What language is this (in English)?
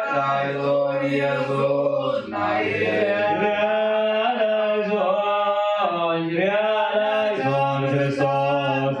Tigrinya